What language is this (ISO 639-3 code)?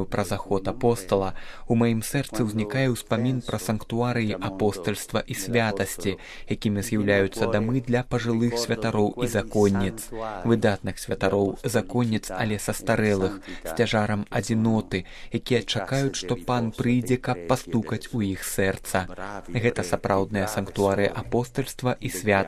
bel